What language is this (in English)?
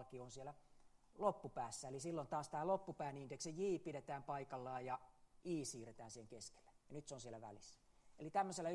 Finnish